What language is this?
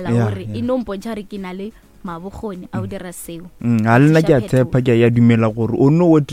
Northern Sotho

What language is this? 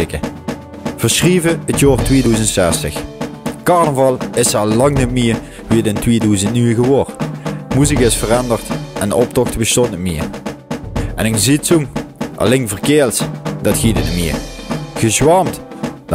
Limburgish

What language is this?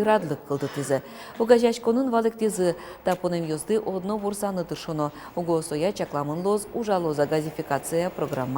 Udmurt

